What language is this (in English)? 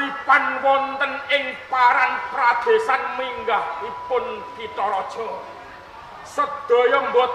Javanese